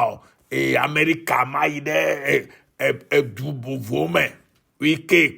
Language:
Ewe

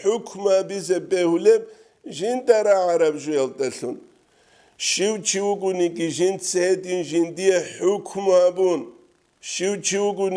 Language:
Avaric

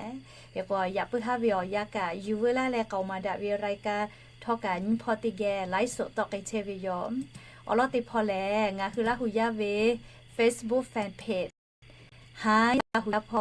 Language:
Lahu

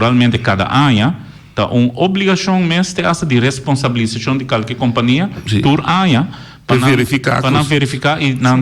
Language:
Papiamento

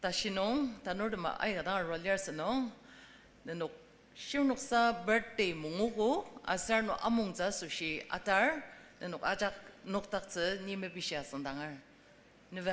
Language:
Ao Naga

